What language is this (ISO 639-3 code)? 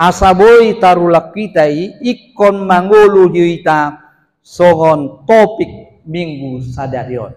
bbc